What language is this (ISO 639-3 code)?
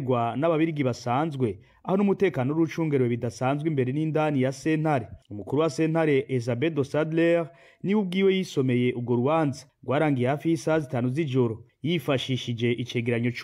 run